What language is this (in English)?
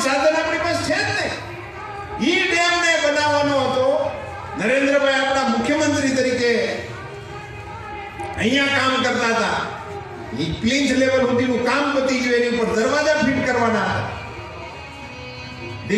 Gujarati